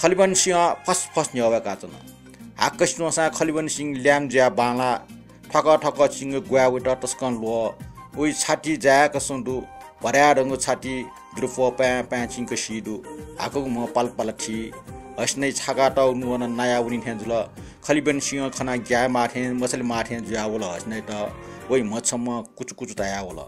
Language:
Newari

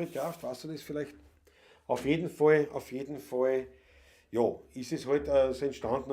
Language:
Bavarian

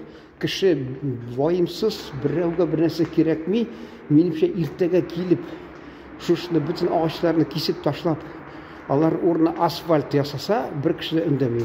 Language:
Tatar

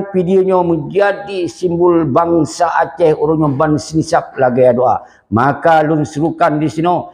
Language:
Achinese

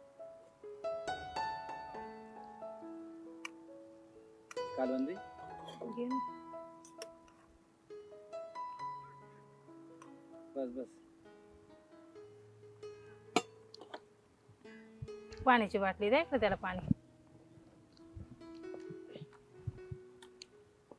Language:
Marathi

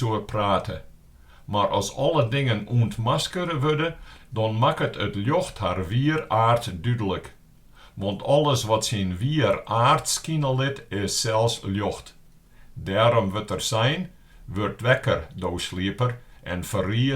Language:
Western Frisian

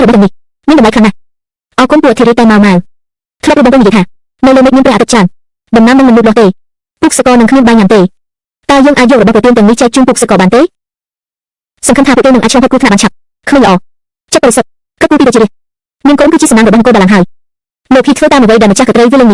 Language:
Khmer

